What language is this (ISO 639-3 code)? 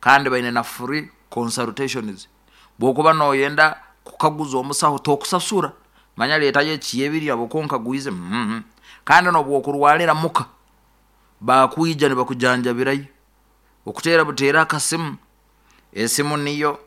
nyo